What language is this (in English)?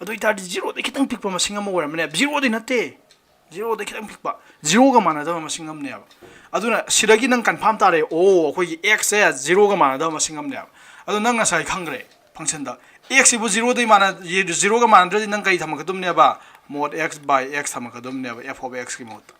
Manipuri